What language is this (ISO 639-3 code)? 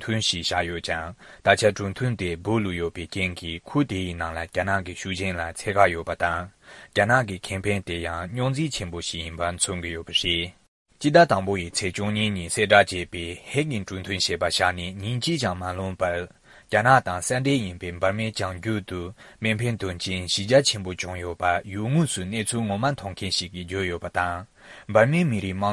bod